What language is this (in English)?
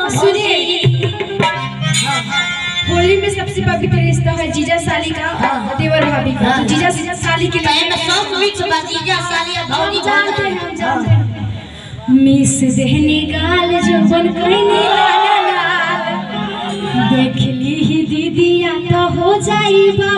Bhojpuri